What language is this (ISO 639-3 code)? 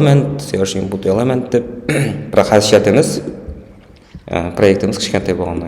kaa